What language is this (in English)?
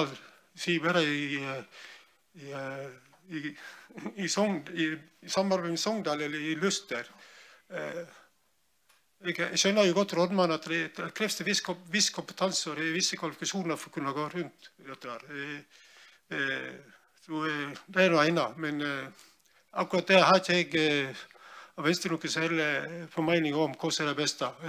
Norwegian